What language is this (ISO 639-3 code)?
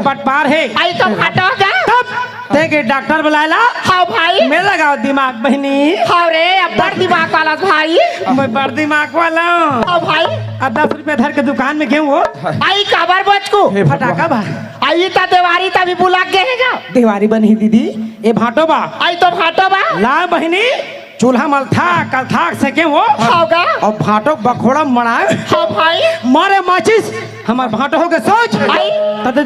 hne